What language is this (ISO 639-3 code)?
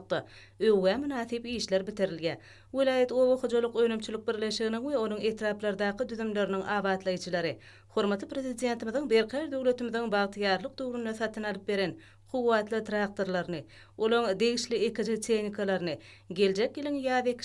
tuk